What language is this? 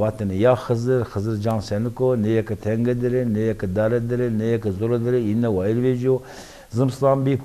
Zaza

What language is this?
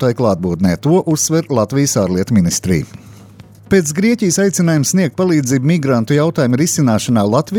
Latvian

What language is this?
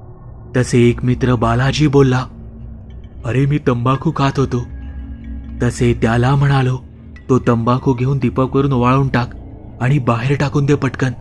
Marathi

